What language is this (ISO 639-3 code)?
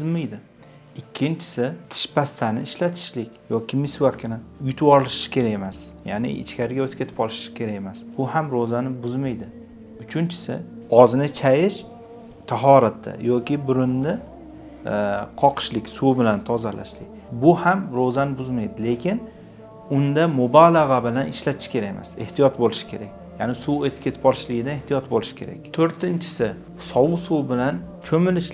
uzb